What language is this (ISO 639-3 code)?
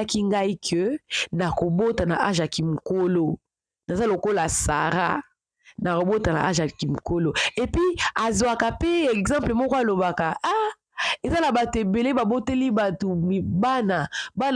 lin